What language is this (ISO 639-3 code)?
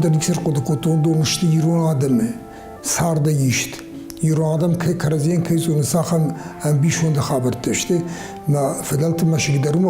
oss